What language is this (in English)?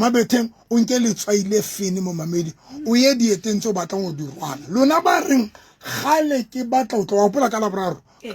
Southern Sotho